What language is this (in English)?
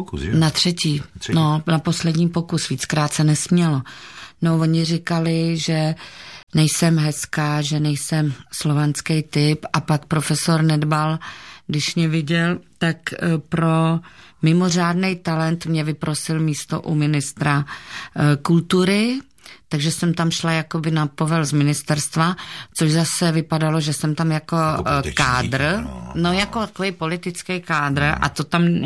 Czech